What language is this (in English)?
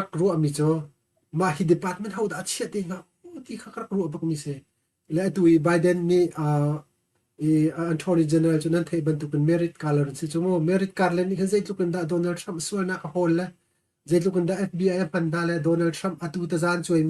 Hakha Chin